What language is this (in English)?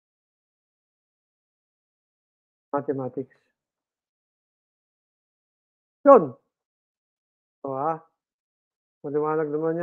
Filipino